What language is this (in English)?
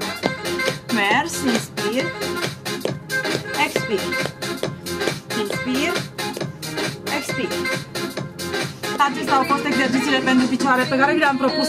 Romanian